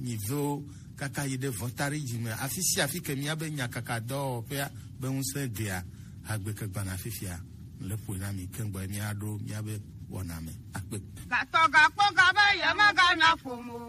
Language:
Gen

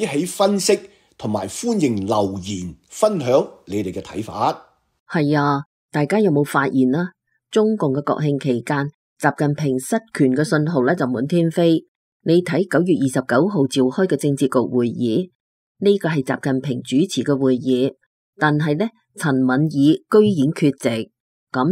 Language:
Cantonese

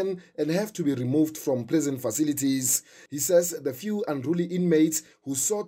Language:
English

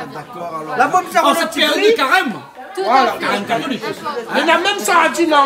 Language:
Réunion Creole French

